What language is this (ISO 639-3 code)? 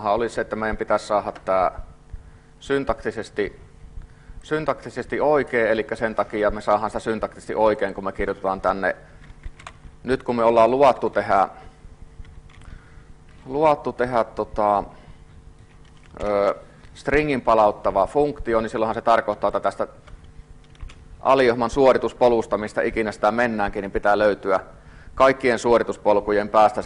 fin